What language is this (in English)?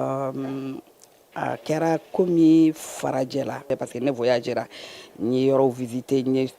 Bambara